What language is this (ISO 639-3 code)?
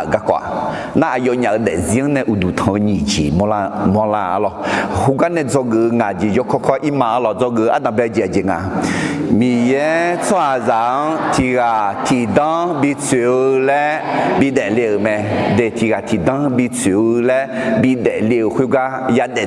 ahk